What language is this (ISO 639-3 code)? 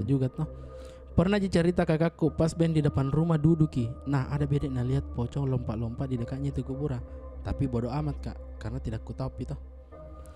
mfp